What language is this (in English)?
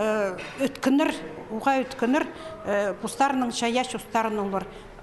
Khakas